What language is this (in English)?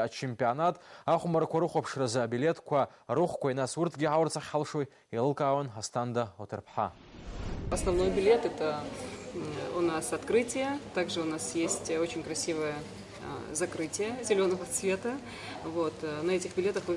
Abkhazian